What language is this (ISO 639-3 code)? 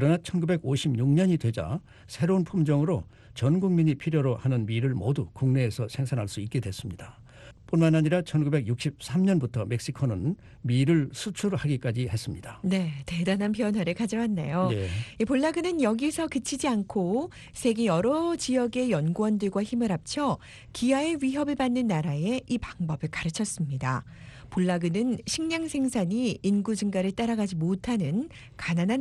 kor